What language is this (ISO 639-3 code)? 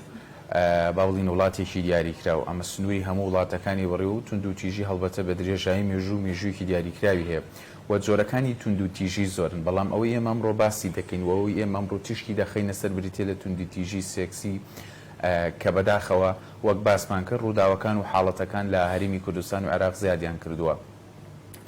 ckb